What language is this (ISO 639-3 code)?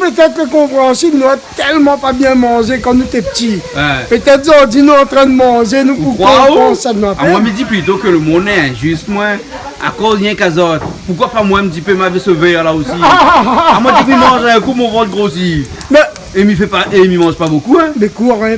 rcf